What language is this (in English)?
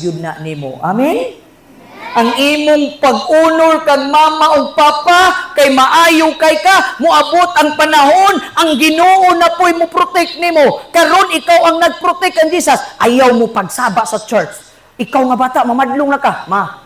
Cebuano